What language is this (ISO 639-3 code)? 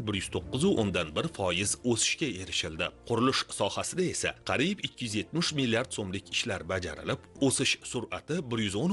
uzb